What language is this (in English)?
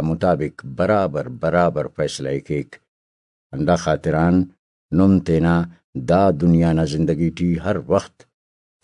Brahui